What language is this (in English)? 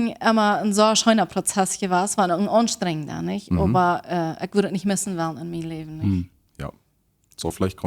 Plautdietsch